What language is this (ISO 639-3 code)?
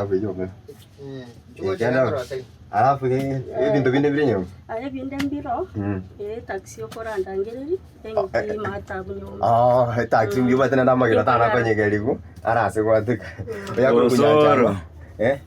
guz